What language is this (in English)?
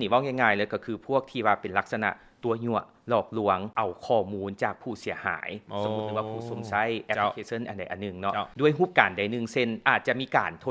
Lao